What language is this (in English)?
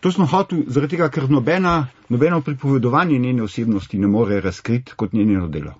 Slovenian